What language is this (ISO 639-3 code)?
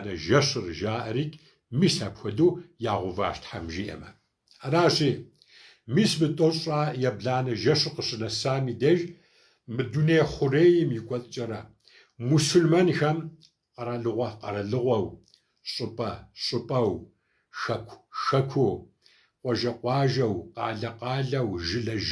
kbd